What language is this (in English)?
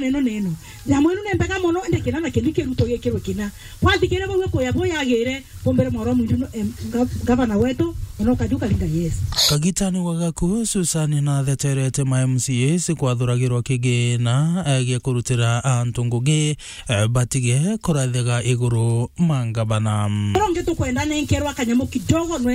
Meru